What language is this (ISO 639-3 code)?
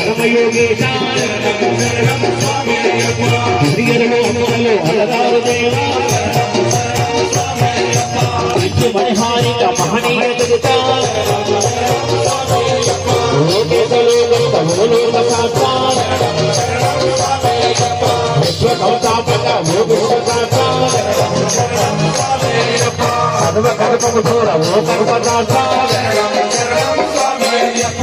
tel